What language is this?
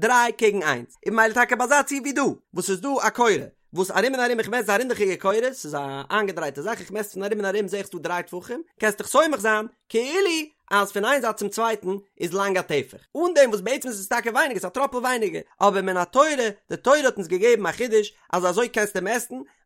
Yiddish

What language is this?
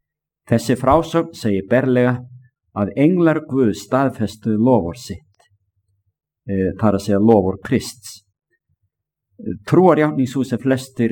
Icelandic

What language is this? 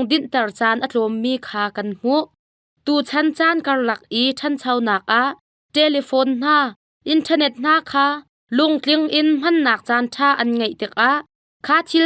Hakha Chin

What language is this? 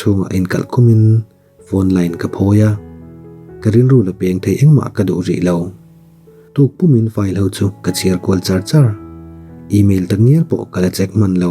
Mizo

